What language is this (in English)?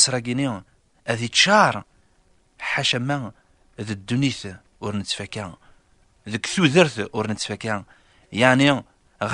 Kabyle